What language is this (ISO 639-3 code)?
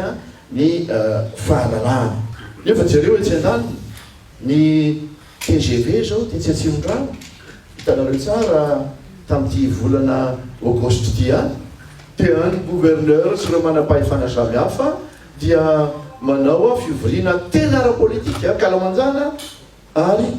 mlg